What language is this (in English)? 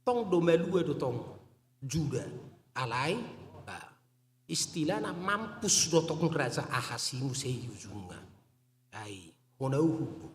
Batak Toba